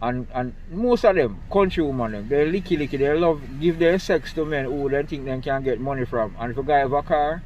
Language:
Jamaican Creole English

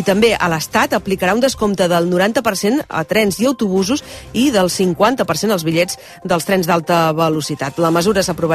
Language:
Catalan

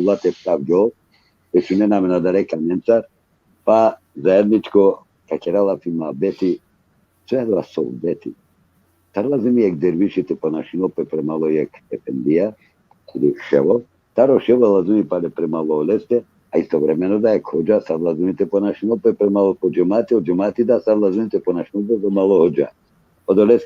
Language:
Balkan Romani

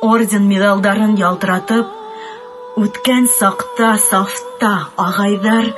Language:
Bashkir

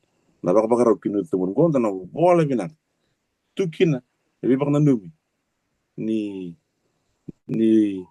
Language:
Fijian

